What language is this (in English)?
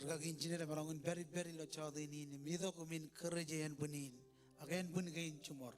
Marshallese